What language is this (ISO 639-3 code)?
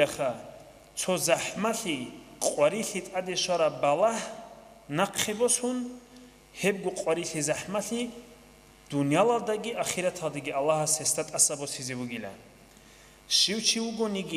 ava